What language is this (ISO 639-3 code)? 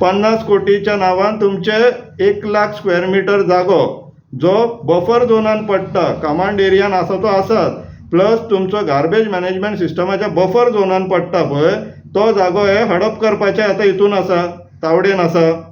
kok